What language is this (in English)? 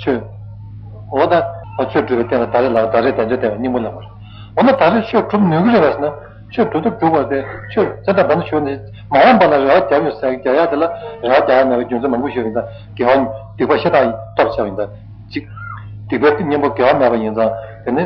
Tibetan